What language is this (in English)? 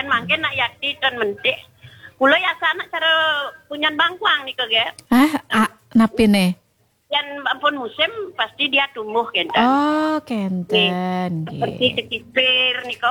Balinese